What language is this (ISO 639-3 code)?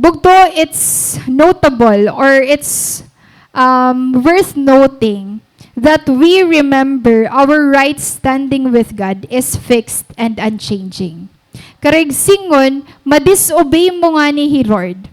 war